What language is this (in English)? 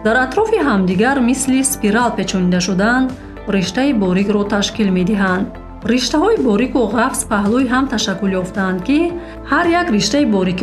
Tajik